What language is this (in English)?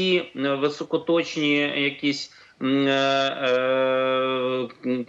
Ukrainian